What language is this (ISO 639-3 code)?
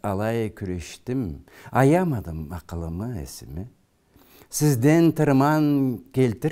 krc